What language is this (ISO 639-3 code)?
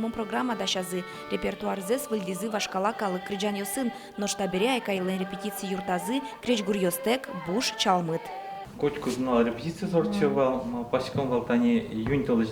udm